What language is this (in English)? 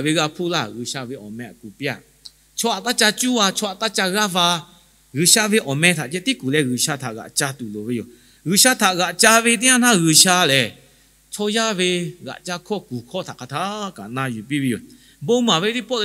Lahu